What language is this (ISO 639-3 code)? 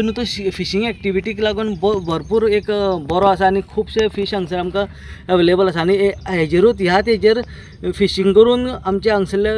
kok